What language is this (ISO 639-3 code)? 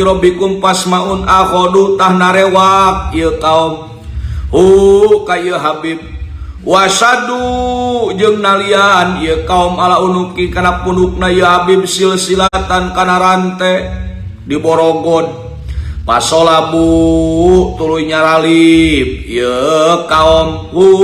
sun